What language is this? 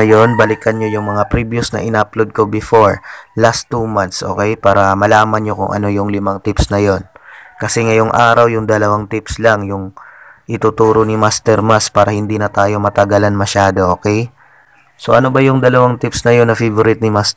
Filipino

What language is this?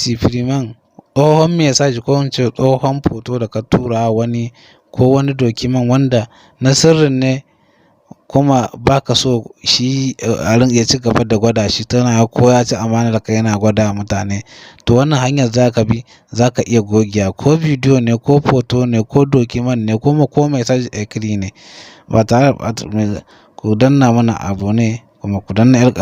Hausa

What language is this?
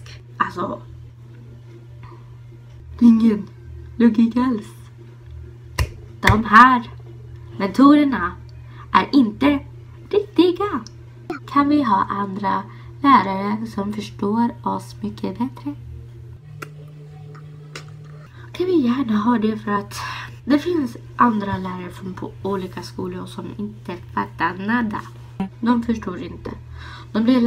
Swedish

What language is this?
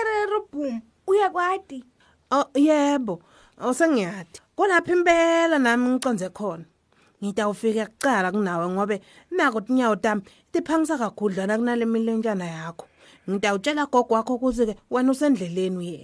Swati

